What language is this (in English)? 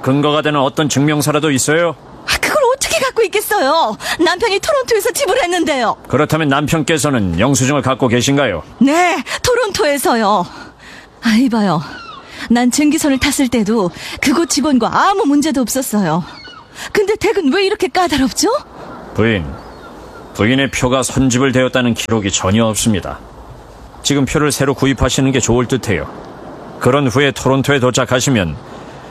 Korean